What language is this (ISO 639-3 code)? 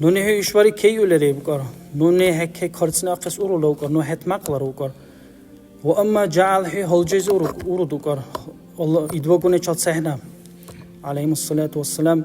dar